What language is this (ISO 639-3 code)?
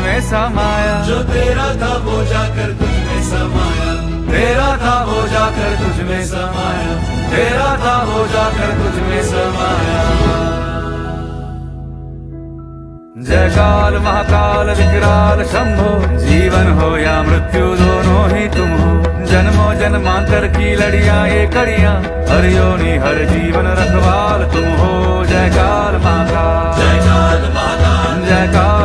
hin